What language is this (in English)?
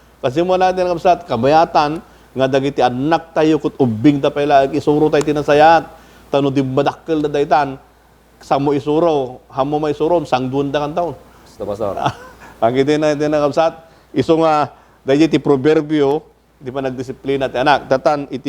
Iloko